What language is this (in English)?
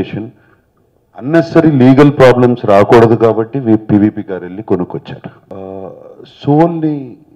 Telugu